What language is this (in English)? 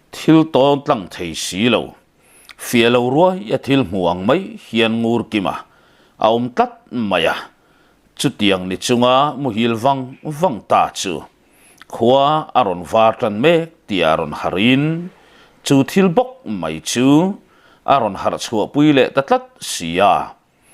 Mizo